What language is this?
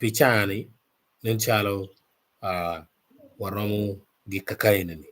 Acoli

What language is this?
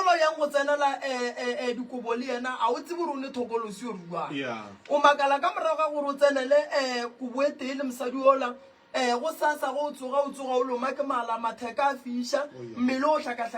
Northern Sotho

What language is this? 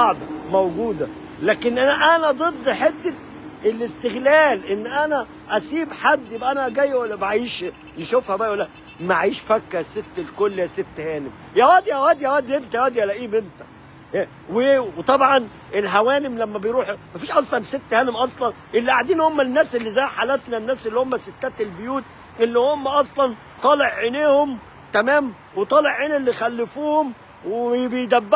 Egyptian Arabic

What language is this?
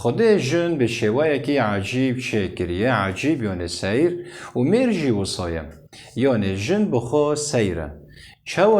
Kurdish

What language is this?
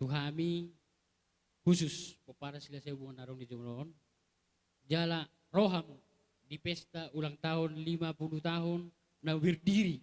Batak Toba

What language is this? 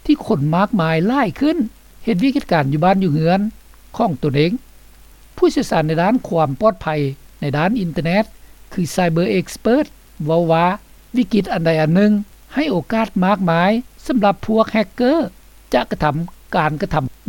Lao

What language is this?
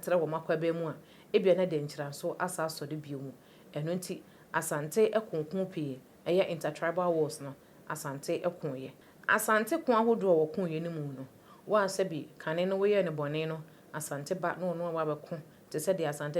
Akan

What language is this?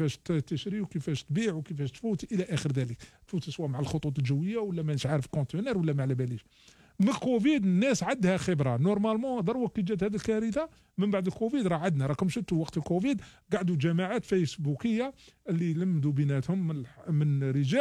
Algerian Arabic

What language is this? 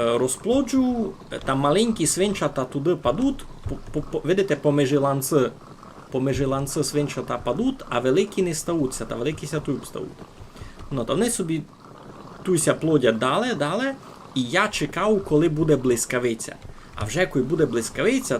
Rusyn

